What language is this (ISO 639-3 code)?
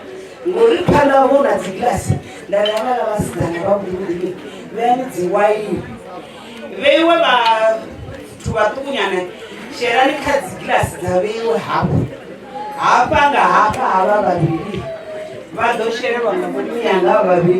ven